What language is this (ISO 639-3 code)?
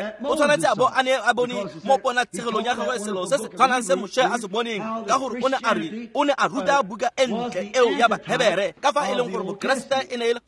tsn